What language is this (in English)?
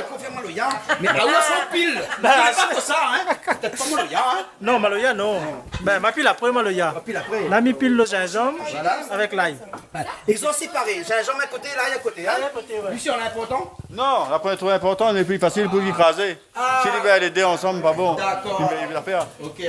Réunion Creole French